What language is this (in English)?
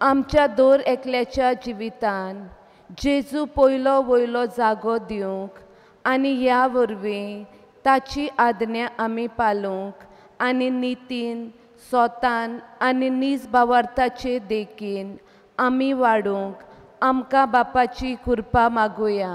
Konkani